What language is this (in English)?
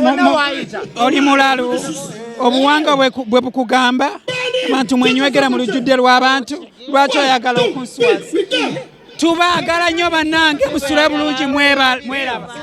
Ganda